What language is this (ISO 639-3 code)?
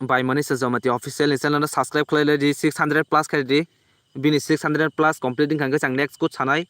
trp